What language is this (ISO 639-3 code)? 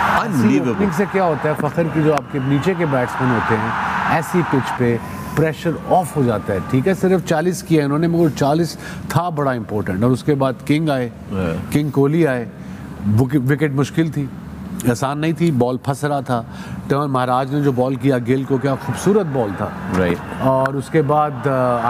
hin